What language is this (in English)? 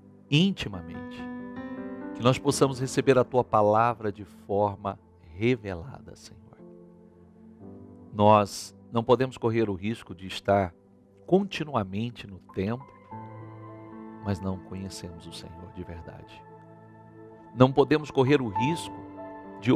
Portuguese